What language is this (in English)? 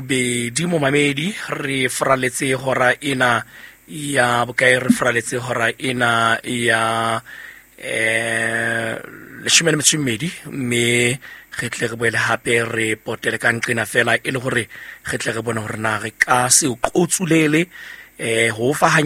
Southern Sotho